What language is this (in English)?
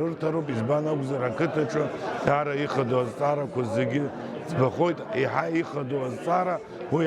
Abkhazian